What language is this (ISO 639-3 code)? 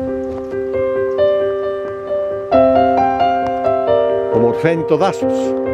ell